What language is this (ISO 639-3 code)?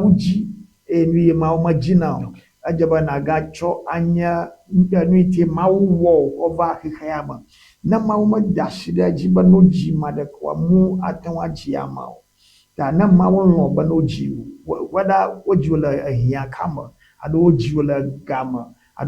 ewe